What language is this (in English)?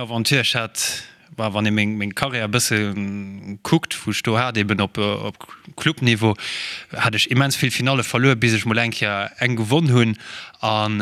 Luxembourgish